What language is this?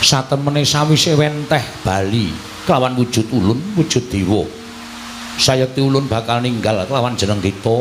Javanese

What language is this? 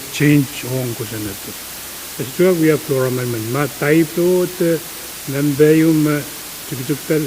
Pohnpeian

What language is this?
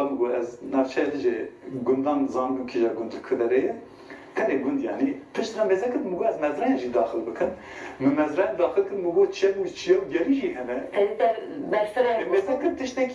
Kurdish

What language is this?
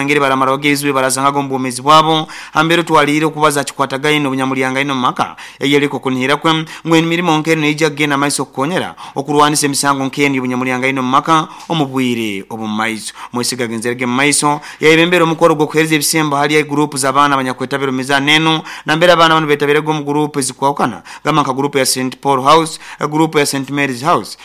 Nyoro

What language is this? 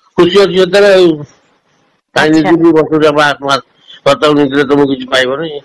Odia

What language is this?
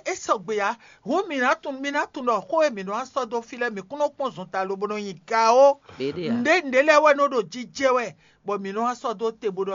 Fon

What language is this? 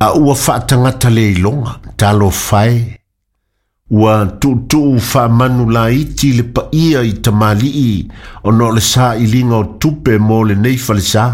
Samoan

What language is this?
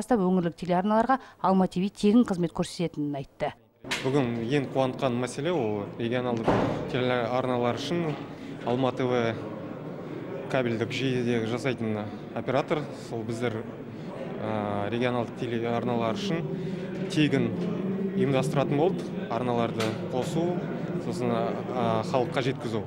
Kazakh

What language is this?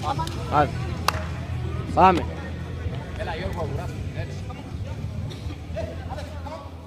Greek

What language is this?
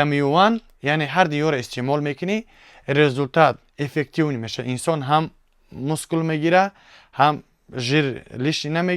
Tajik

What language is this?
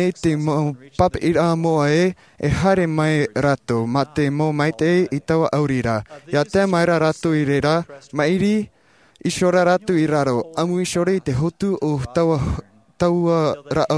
Tahitian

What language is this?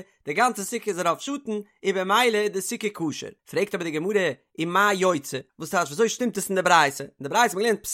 Yiddish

